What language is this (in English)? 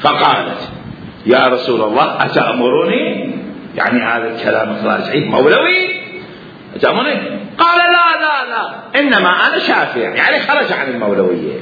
Mesopotamian Arabic